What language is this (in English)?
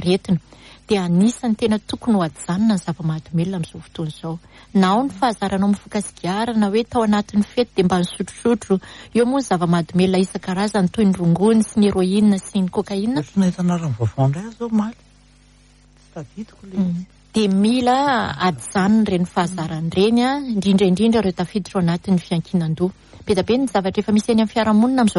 Malagasy